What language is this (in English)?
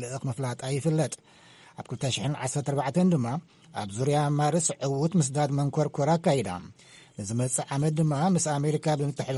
Tigrinya